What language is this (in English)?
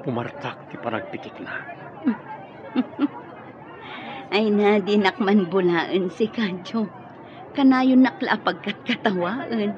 Iloko